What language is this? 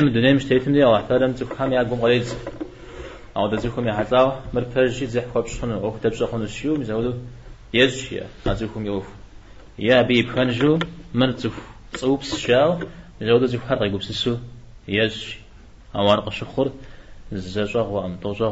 Kabardian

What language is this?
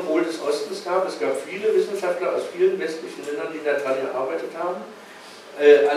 German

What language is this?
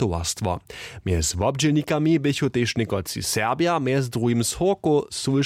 Upper Sorbian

